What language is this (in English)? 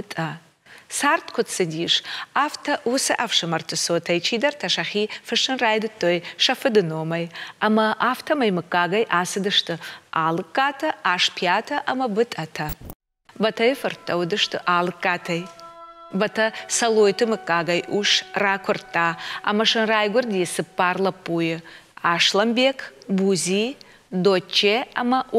Ossetic